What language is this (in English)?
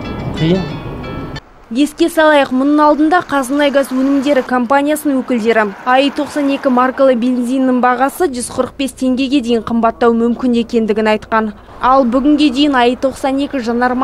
Kazakh